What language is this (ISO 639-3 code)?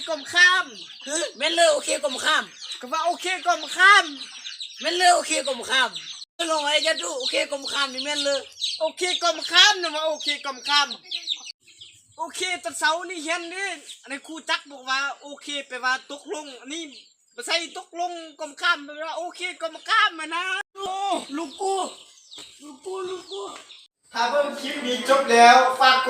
lao